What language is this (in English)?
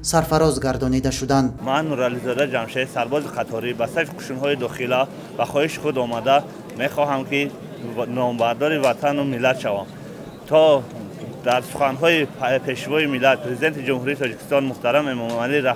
Tajik